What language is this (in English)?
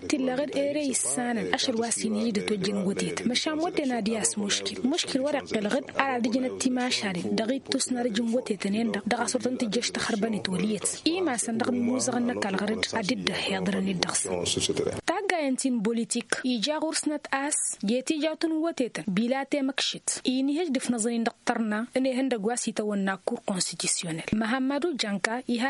Tamasheq